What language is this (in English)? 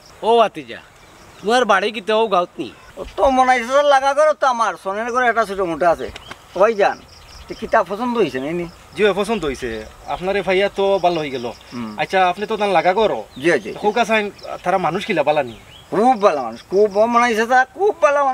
Sylheti